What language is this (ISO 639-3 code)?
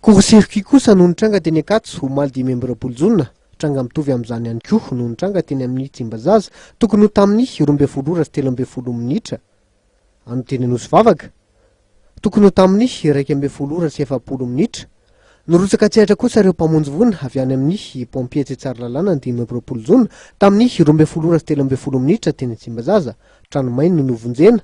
mlg